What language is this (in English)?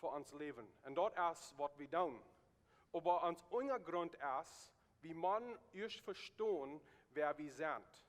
Plautdietsch